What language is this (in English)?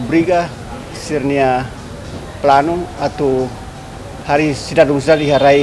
Tetum